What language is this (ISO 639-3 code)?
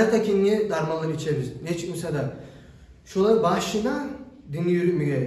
kum